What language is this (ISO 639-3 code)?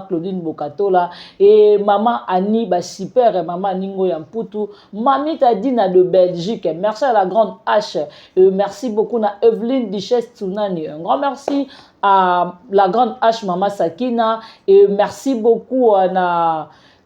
lin